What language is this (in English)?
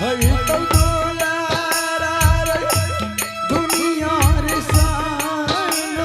Angika